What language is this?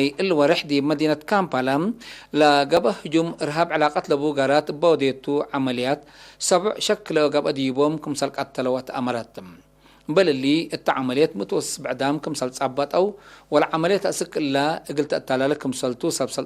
Tigre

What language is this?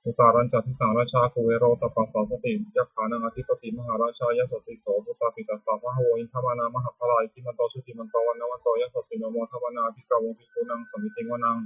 Pali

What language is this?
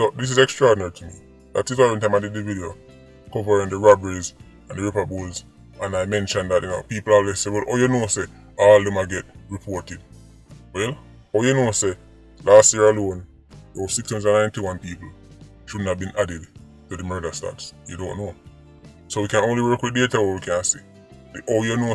Jamaican Creole English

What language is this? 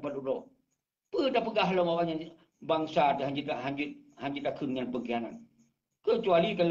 Achinese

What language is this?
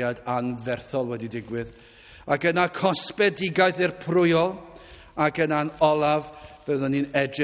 Welsh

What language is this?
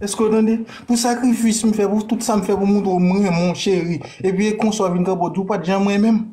Haitian Creole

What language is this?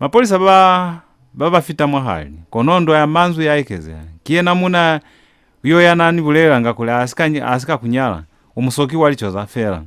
Lozi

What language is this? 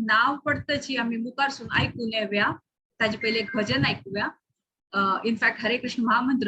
Konkani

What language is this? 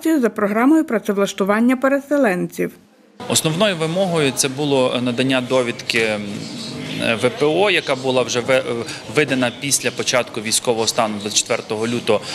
Ukrainian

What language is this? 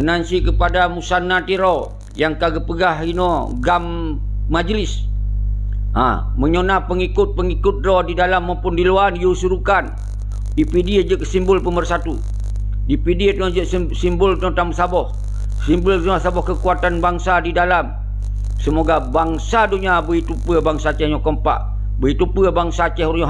Achinese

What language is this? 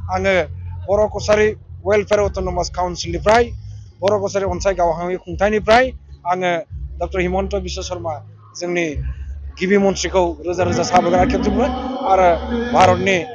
Bodo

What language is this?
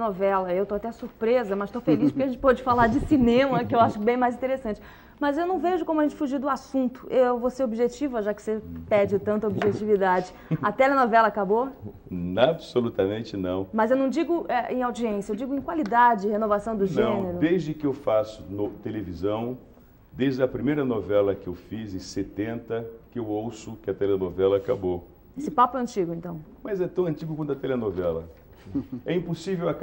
Portuguese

